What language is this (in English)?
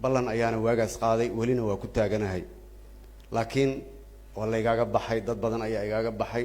Somali